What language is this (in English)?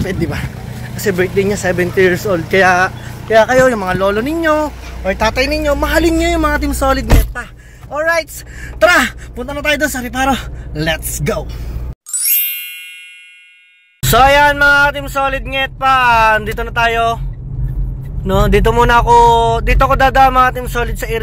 Filipino